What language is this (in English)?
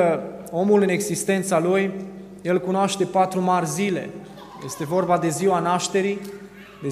Romanian